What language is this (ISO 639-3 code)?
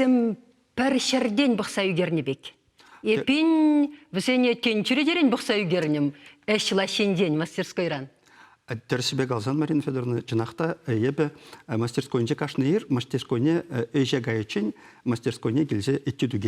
chv